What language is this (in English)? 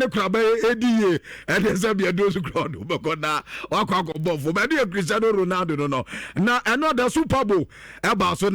Akan